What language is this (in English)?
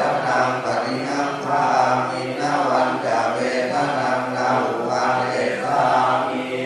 Pali